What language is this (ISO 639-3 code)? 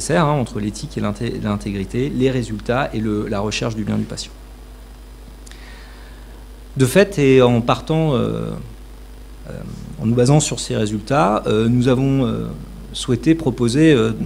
fra